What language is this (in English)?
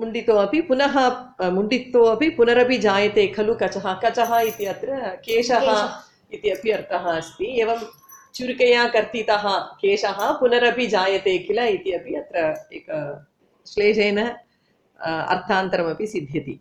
Sanskrit